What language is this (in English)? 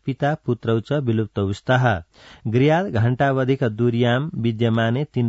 Sanskrit